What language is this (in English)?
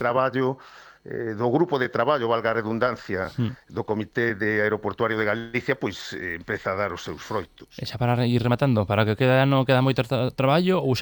Galician